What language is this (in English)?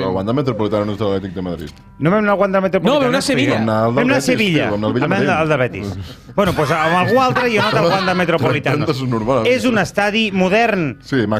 Catalan